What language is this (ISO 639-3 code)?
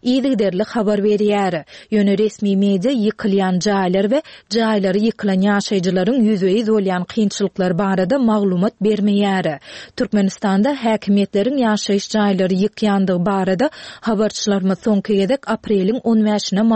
tuk